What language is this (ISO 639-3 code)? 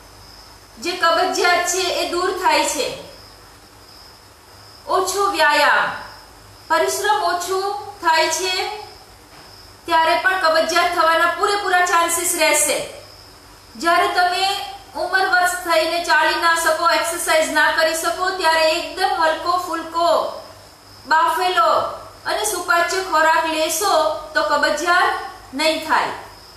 guj